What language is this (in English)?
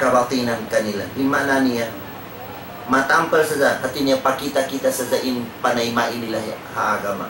Tausug